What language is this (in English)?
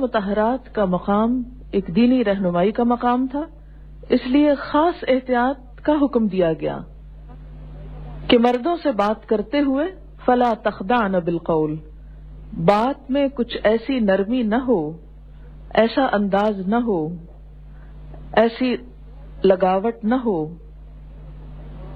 Urdu